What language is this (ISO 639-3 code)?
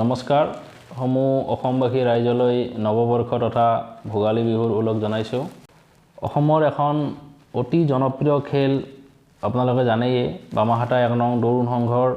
asm